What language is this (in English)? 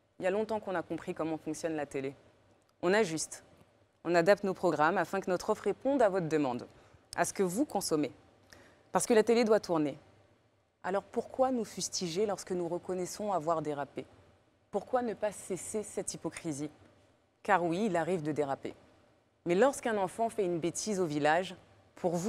French